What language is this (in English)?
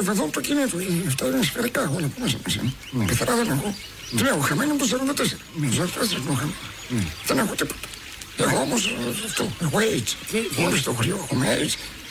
Greek